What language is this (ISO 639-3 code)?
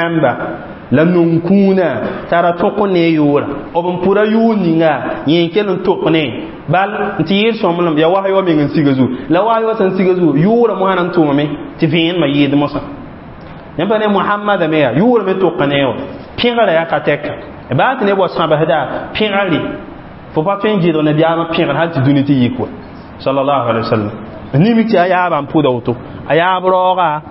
mos